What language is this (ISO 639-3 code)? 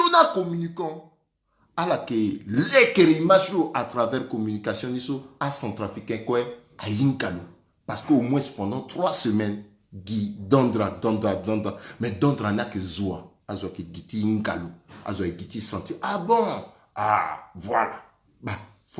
sag